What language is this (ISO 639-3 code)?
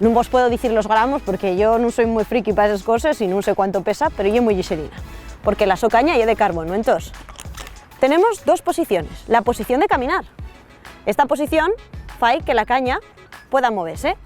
ast